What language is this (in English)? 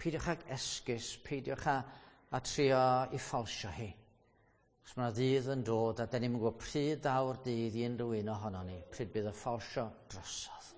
Welsh